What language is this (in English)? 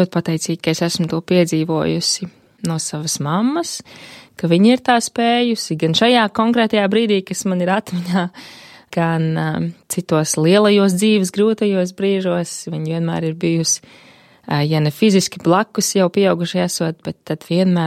Latvian